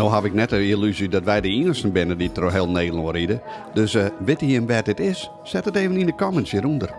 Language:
Western Frisian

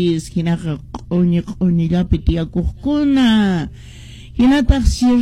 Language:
Quechua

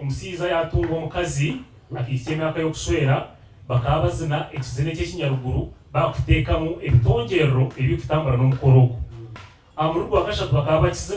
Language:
Nyankole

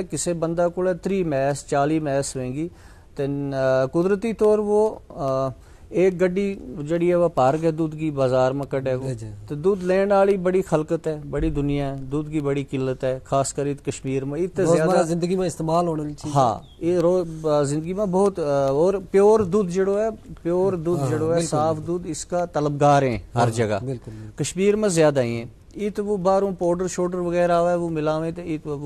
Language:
Gujari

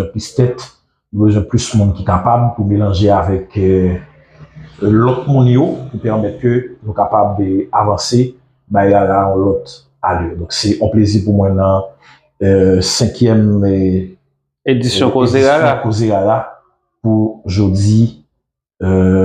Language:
Haitian Creole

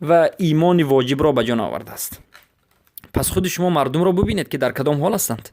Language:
Persian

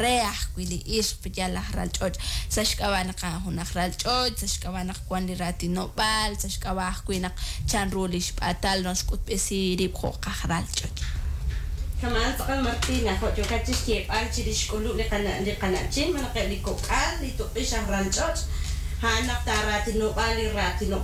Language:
Kekchí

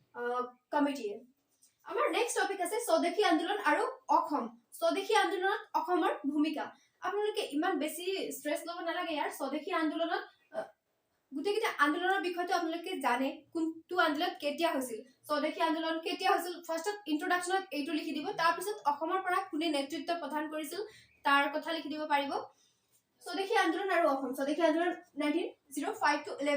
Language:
Assamese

